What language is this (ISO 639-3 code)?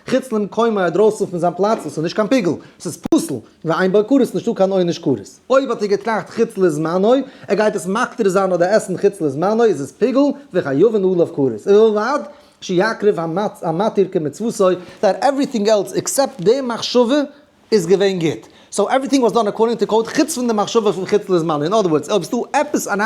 yid